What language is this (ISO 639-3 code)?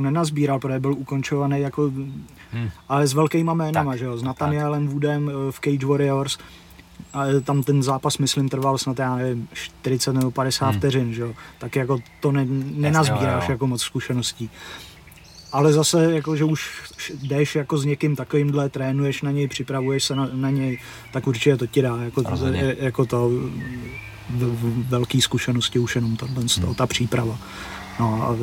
ces